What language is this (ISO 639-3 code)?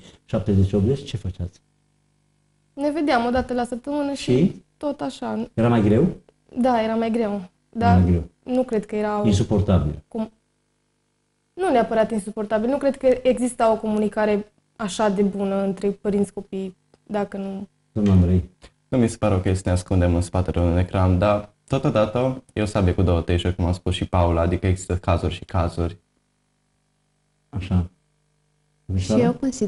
ron